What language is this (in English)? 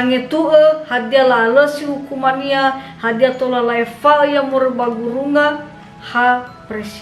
Nias